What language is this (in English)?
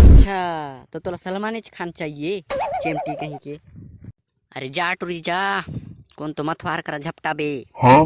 Chhattisgarhi